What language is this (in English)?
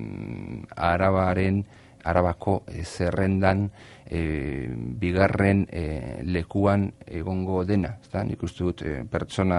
Basque